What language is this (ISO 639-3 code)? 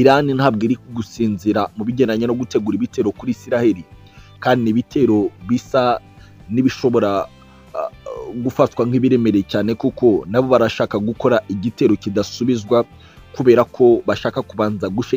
kin